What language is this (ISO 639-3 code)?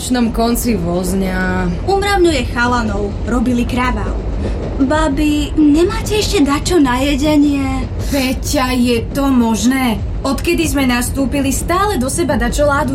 slk